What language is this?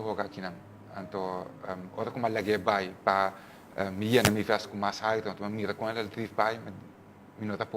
Papiamento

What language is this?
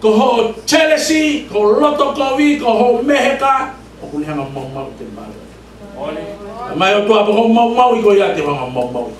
Tongan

